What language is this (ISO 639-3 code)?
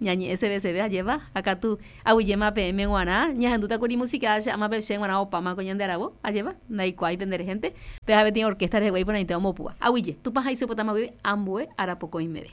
grn